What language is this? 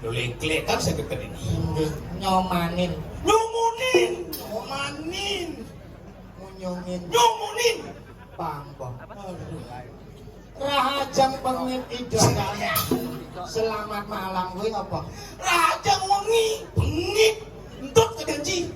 Balinese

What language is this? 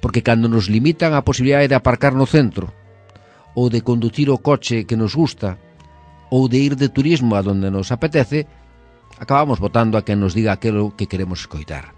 Galician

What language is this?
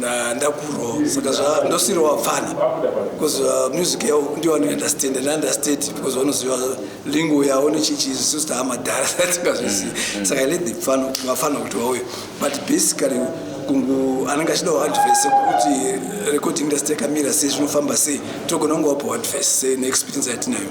Shona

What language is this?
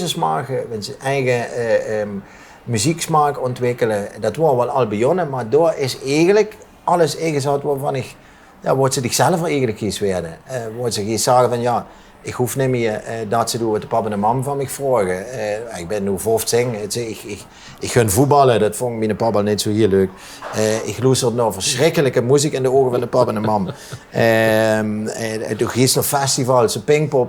Limburgish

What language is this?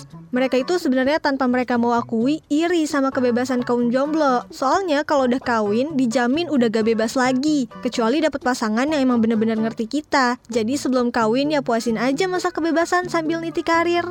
Indonesian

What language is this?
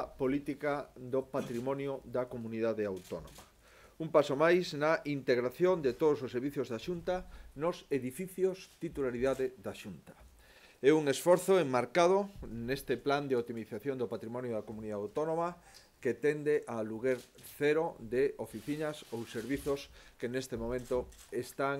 Galician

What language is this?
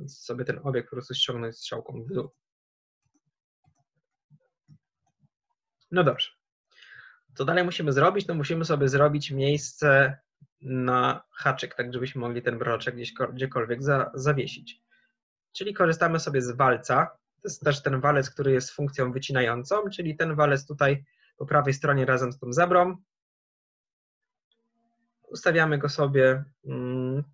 Polish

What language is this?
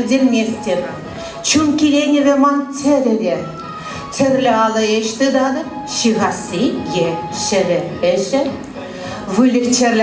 Chuvash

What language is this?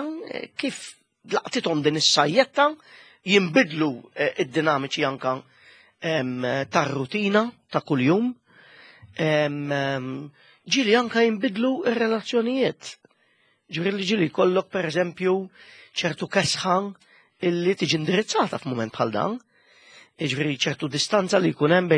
Maltese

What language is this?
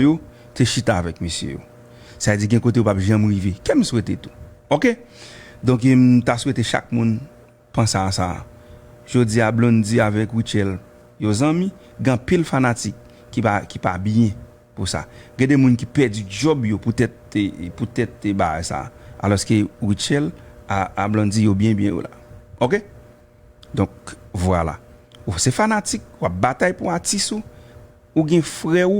Haitian Creole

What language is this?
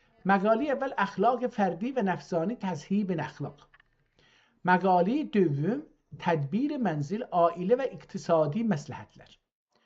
South Azerbaijani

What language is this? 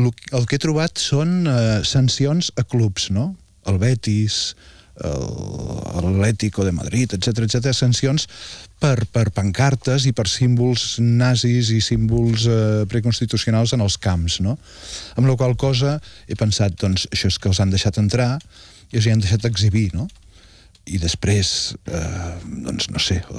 Catalan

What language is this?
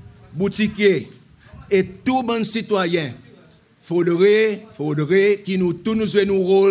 Seselwa Creole French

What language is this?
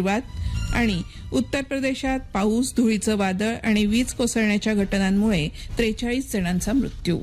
Marathi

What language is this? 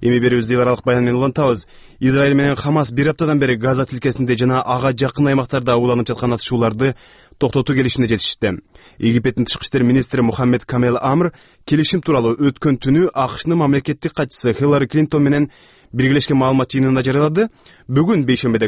Kyrgyz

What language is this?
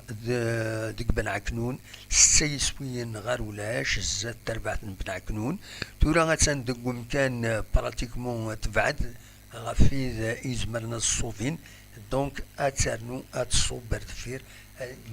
Kabyle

